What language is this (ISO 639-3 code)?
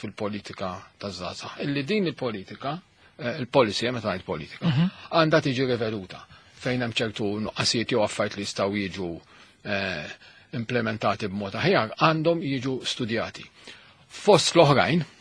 mlt